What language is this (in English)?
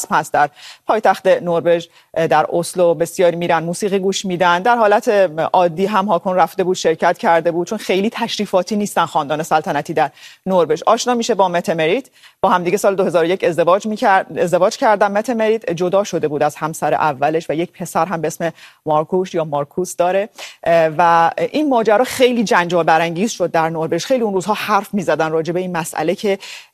Persian